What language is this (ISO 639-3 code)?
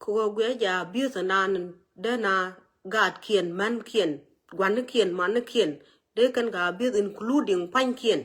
nus